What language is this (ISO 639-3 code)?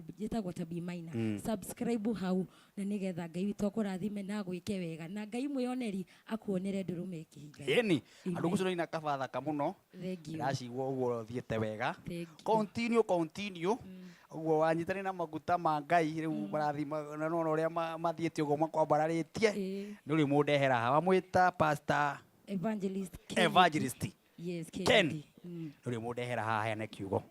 kik